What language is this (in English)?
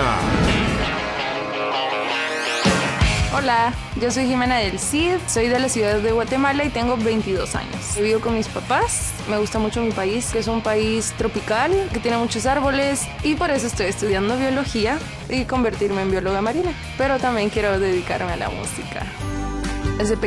Spanish